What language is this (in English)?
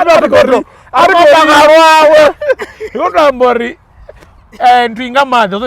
Venda